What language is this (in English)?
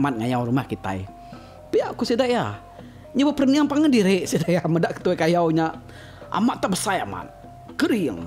Iban